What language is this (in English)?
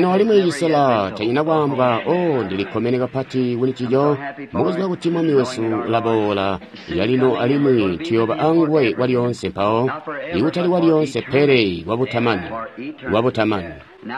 Tonga (Zambia)